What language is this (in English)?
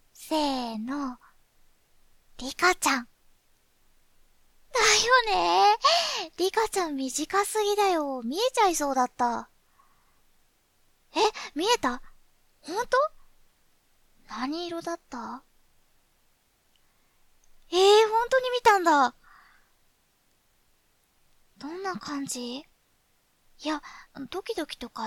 Japanese